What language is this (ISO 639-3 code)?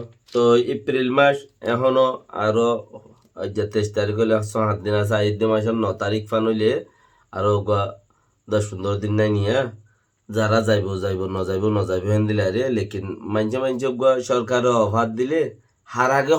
rhg